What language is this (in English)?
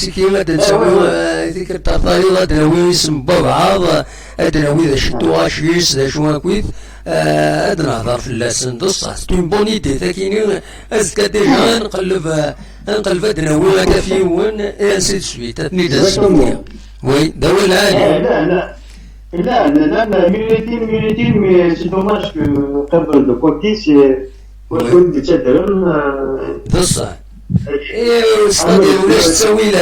Kabyle